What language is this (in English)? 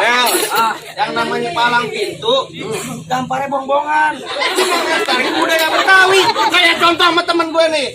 Betawi